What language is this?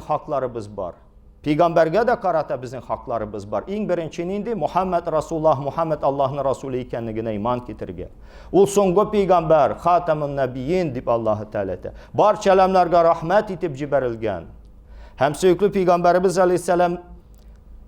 Tatar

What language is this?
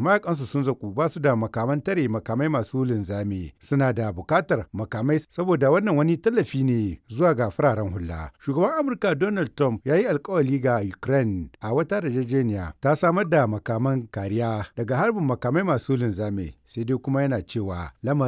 Hausa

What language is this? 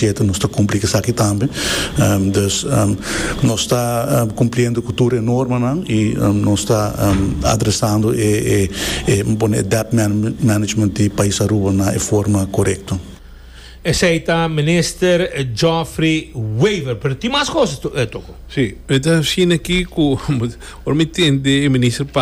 Papiamento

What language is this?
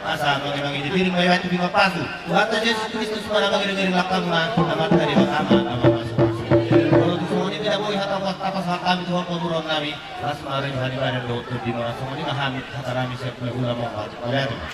Batak Toba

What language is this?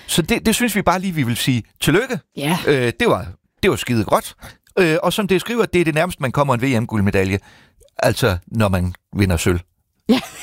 Danish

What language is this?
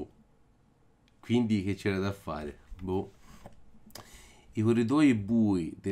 Italian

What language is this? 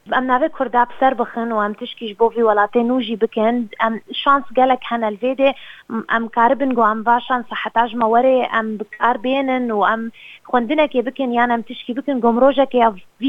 Kurdish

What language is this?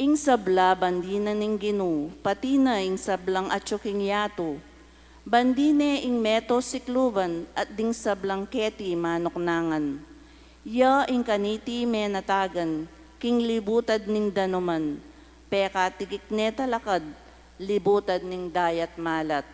Pampanga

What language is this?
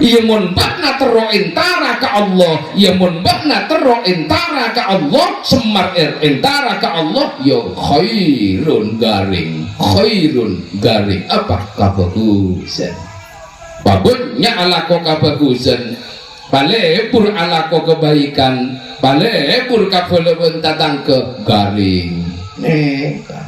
Madurese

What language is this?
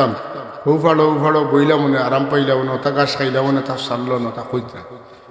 Sylheti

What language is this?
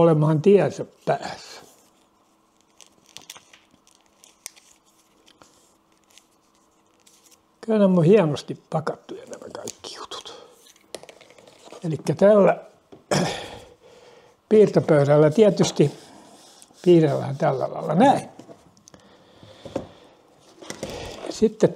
Finnish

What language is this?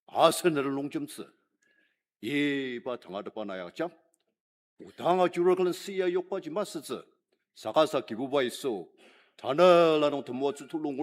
Ao Naga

